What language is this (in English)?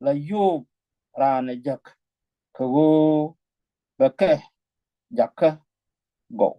Nuer